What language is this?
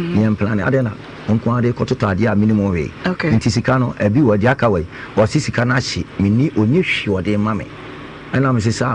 Akan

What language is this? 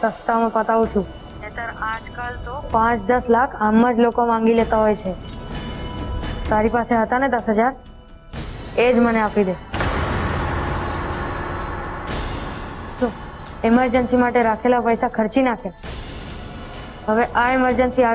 Gujarati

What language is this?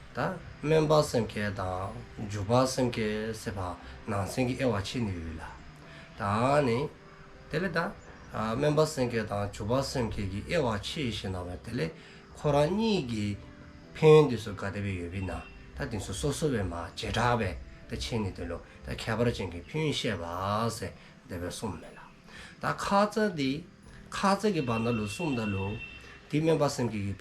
Dzongkha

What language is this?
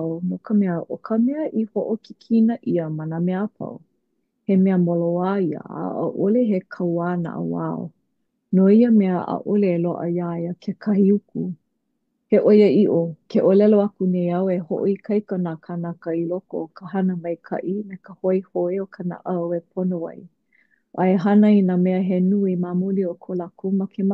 Hawaiian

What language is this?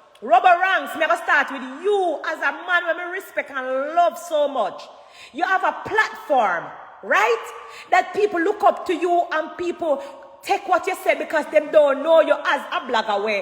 Jamaican Creole English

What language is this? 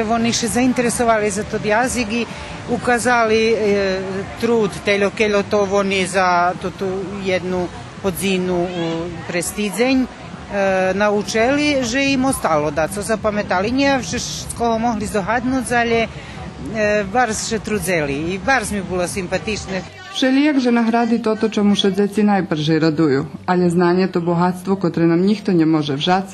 Rusyn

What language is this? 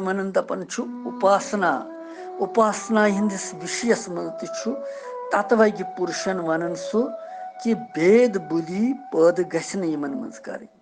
Kashmiri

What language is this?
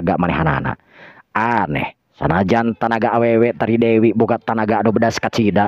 Sundanese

